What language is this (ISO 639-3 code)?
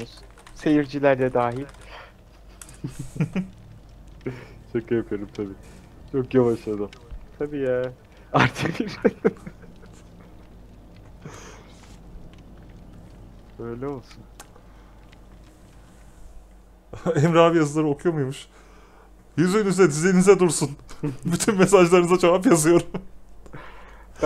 tur